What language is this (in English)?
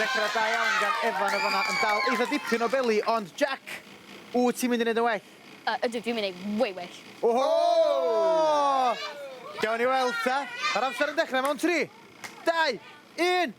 Welsh